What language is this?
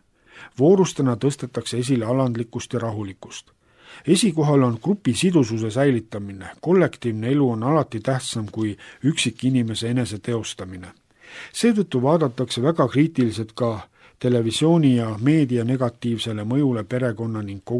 Estonian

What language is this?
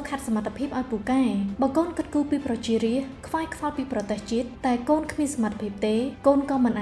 Khmer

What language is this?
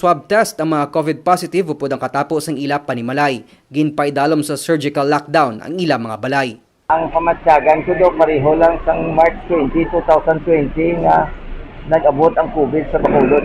Hiligaynon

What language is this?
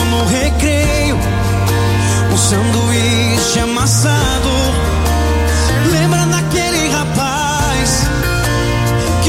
Portuguese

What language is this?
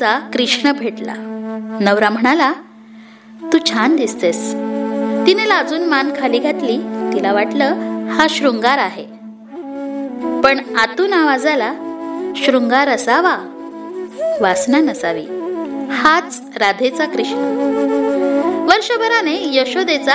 Marathi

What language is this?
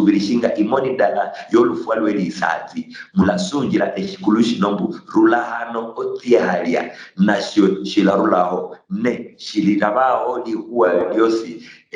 Luyia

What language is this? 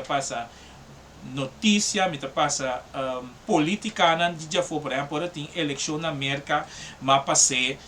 Papiamento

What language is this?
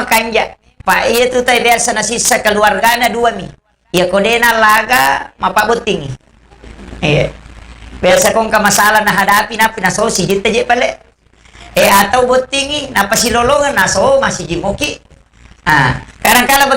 Buginese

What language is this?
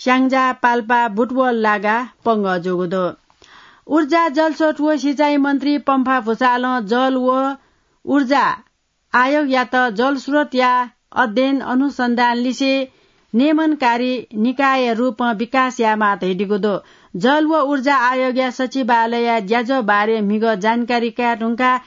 Newari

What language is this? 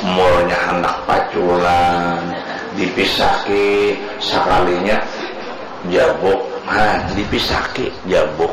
Banjar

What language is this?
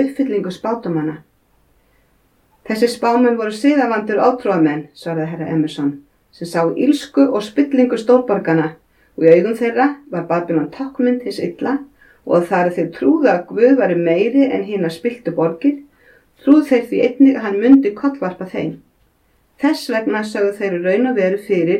Icelandic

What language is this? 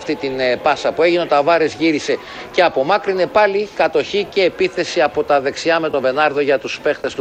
Greek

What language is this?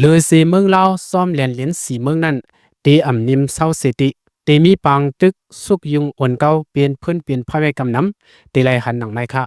Shan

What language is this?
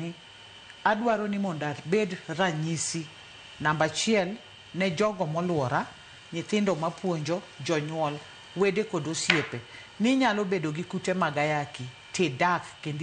Luo (Kenya and Tanzania)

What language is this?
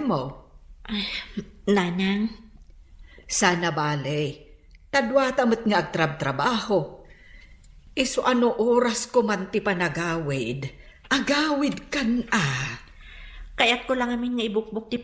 Iloko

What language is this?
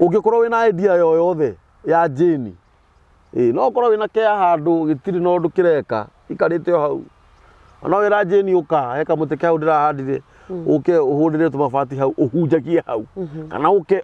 Kikuyu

